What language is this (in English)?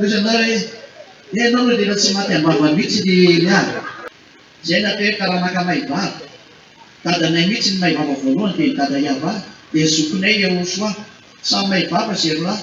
Malagasy